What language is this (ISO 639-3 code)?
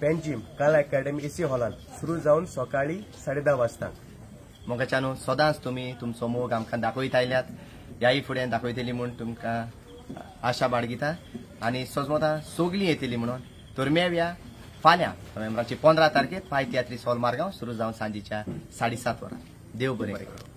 kok